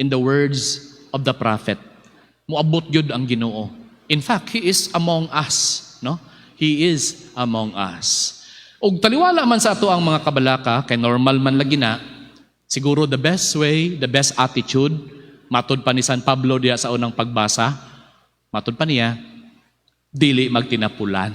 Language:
Cebuano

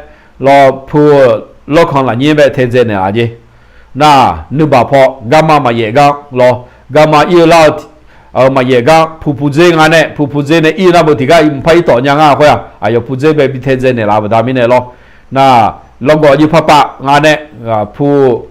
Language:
Akha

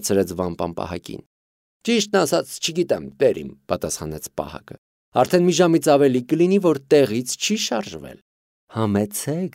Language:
Armenian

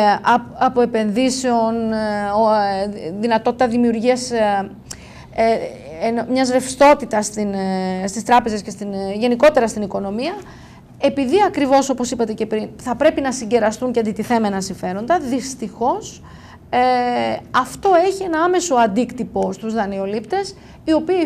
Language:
Greek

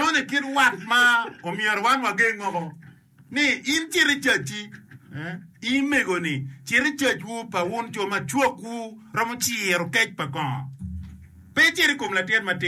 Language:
Acoli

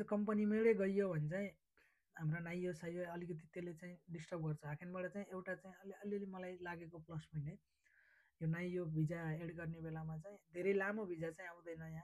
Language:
Nepali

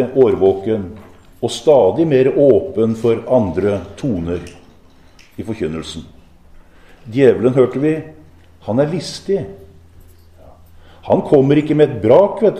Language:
Norwegian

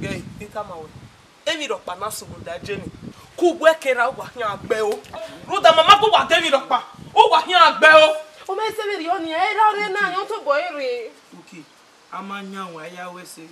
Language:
Bini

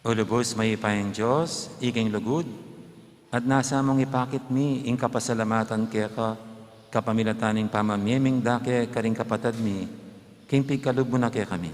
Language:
Pampanga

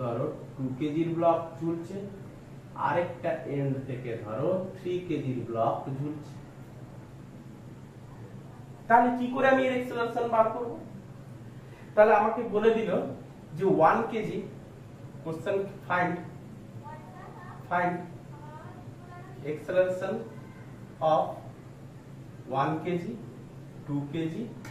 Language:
Bangla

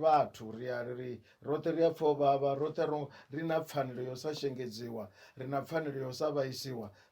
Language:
Venda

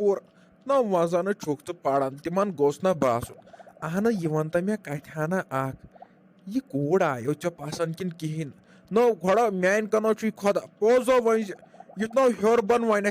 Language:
Kashmiri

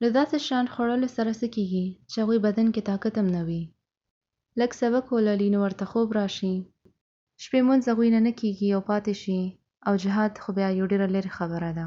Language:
Pashto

